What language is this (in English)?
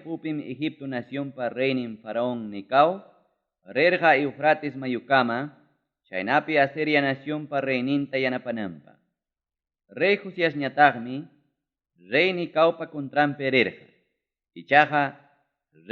Ayacucho Quechua